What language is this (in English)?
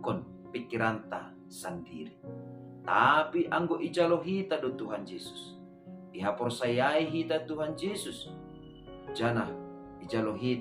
Batak Simalungun